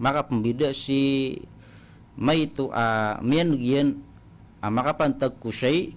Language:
Maranao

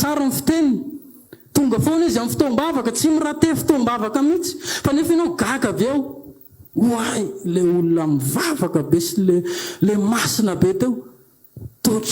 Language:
Malagasy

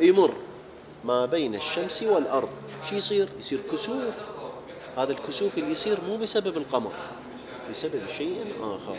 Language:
Mesopotamian Arabic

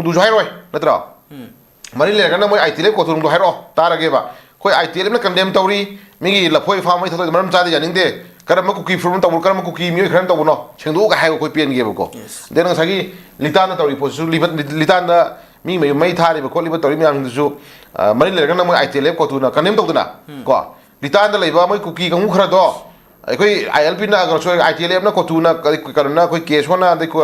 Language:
Manipuri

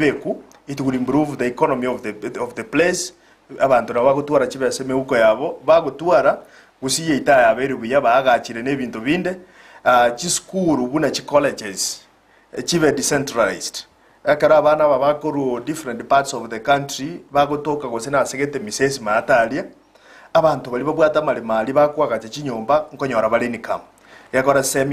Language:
Gusii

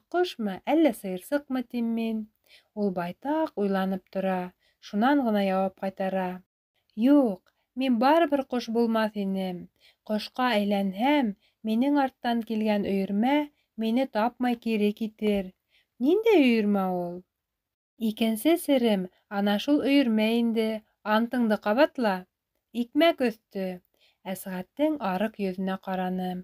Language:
Bashkir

